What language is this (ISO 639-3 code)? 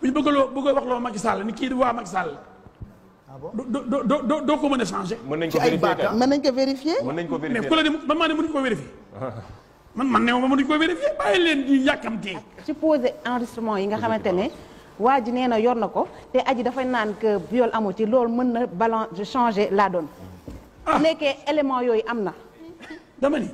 wol